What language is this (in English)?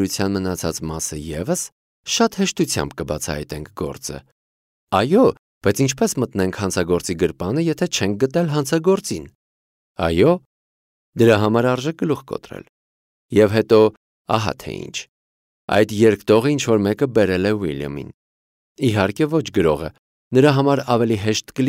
Armenian